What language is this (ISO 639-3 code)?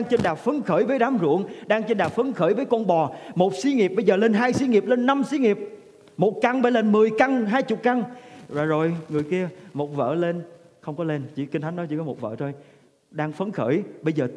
vie